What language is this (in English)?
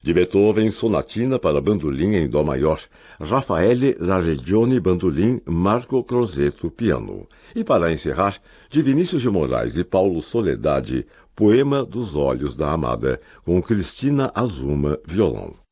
Portuguese